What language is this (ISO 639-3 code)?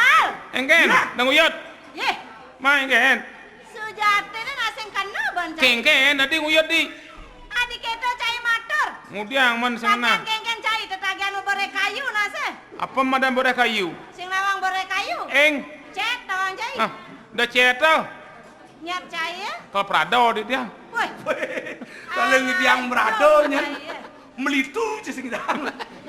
ban